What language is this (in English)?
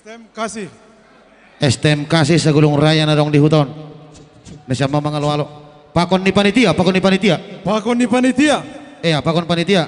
Batak Simalungun